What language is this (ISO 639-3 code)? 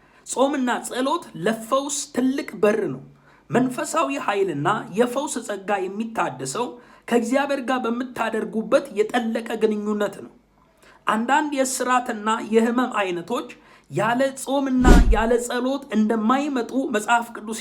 amh